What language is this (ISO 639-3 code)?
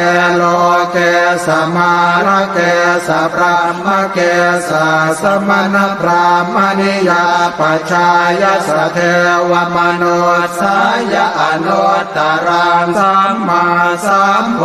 pli